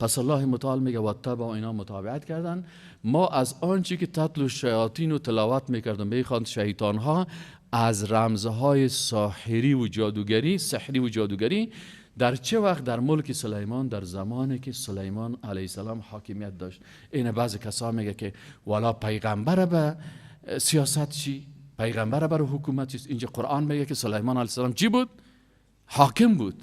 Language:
Persian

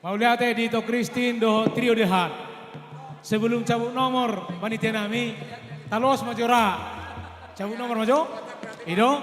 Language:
Batak Toba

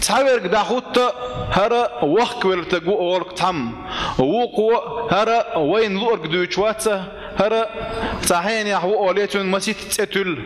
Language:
Chechen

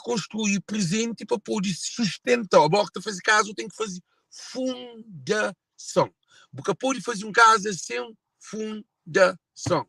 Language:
Kabuverdianu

